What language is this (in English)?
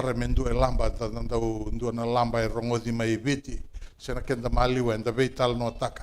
Fijian